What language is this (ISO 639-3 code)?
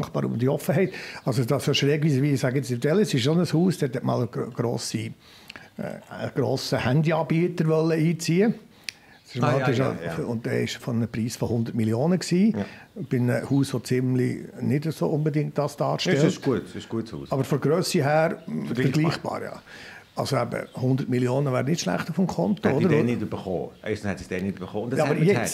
gsw